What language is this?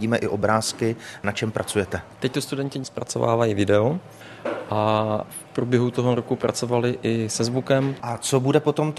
Czech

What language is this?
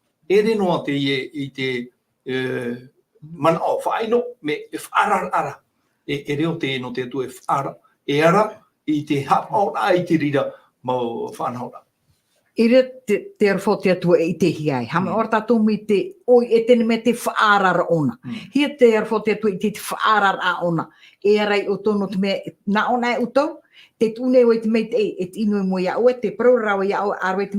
Tahitian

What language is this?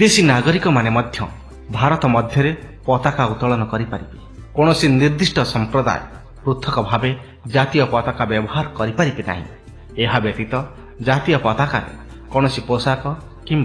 Odia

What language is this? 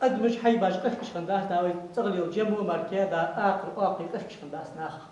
Ingush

